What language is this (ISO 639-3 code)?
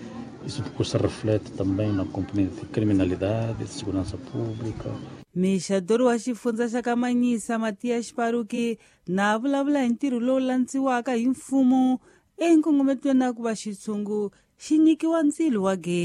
tso